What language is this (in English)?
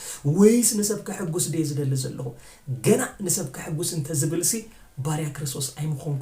Tigrinya